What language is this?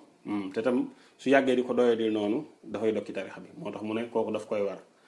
Wolof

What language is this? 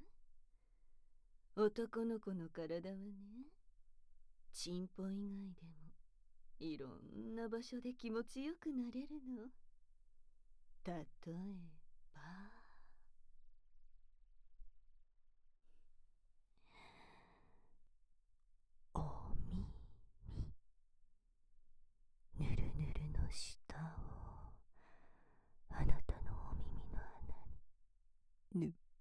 Japanese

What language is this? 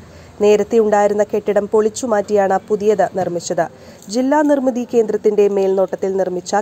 Malayalam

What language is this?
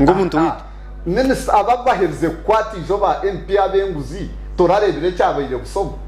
Nyankole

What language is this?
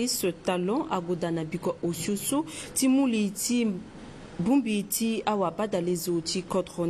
Sango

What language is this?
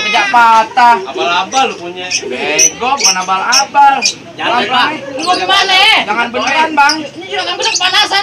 Betawi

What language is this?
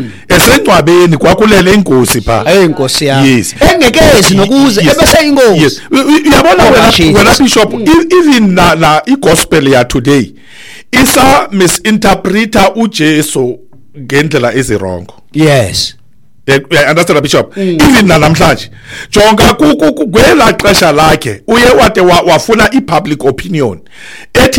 Xhosa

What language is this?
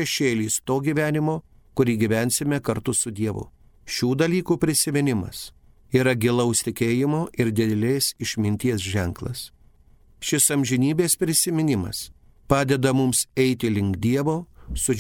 Lithuanian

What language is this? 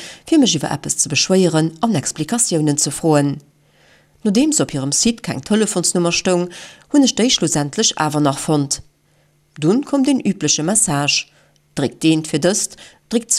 Luxembourgish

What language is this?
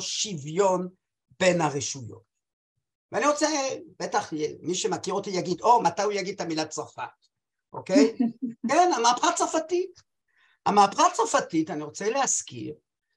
Hebrew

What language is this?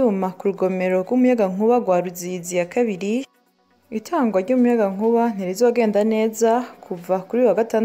Rundi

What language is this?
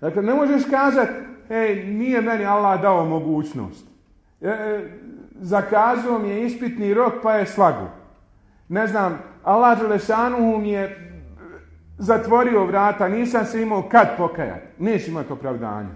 Bosnian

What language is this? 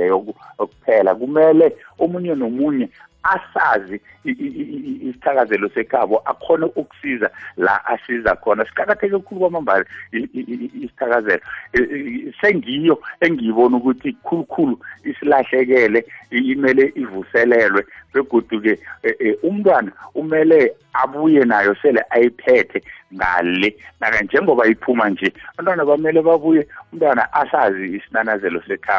South Ndebele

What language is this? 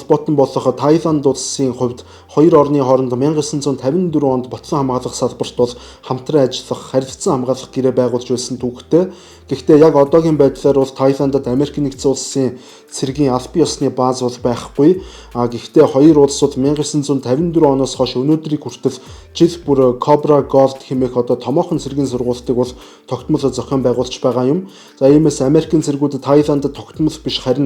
Mongolian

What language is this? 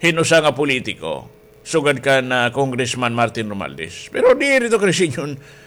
Waray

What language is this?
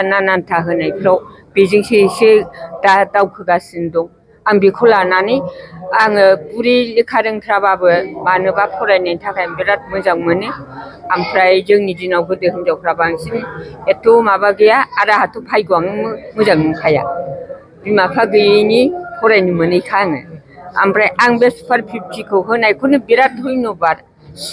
Bodo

